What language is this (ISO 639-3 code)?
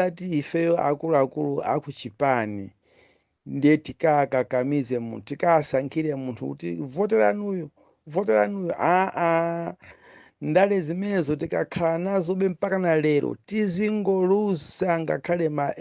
nya